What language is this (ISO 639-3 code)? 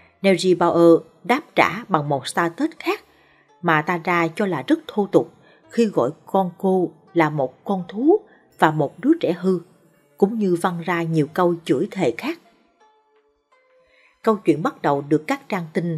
vie